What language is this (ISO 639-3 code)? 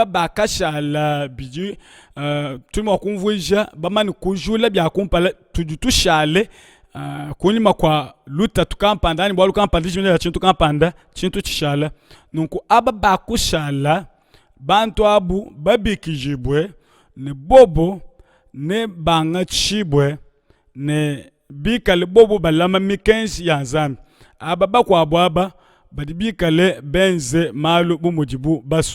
lua